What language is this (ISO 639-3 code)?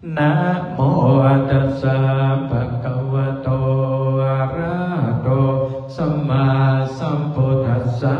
pli